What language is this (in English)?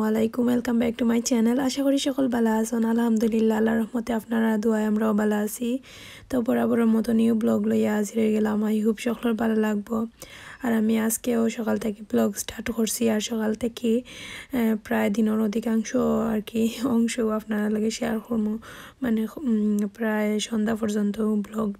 Sylheti